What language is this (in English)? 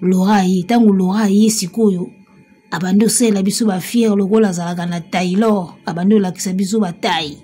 Lingala